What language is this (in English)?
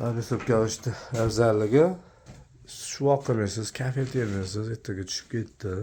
Uzbek